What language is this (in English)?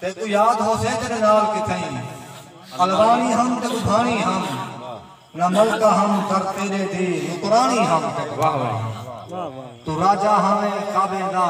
Saraiki